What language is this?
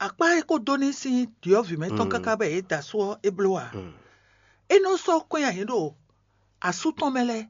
Fon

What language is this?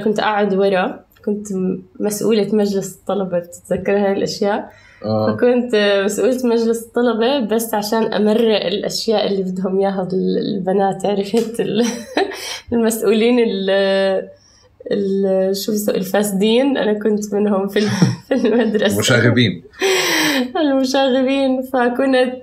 North Levantine Arabic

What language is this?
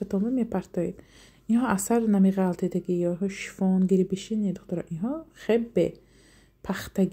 Tajik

